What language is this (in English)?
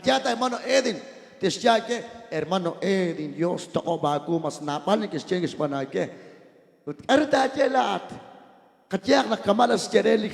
Kekchí